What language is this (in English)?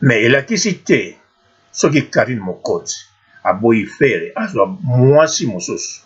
Lingala